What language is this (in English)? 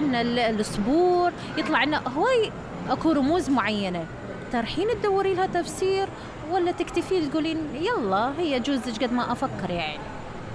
Mesopotamian Arabic